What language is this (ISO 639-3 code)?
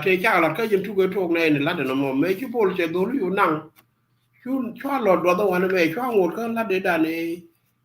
nus